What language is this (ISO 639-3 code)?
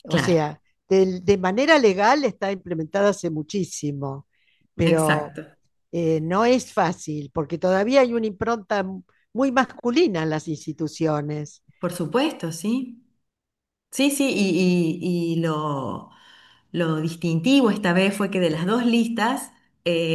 spa